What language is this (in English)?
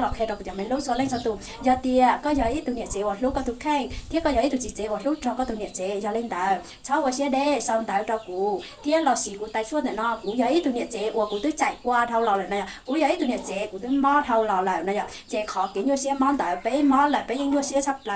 Hmong